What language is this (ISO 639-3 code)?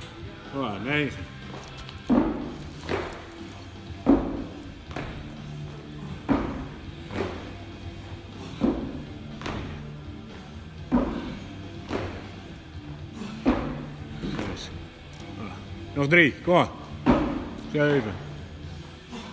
nld